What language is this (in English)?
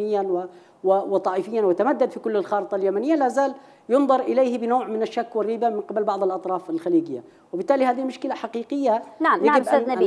Arabic